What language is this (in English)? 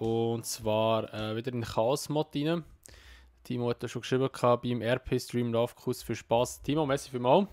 Swiss German